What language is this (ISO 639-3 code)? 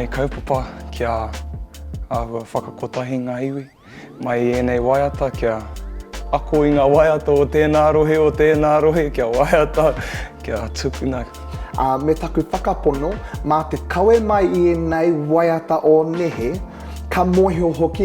mri